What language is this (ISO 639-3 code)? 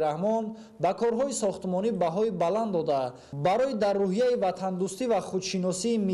tgk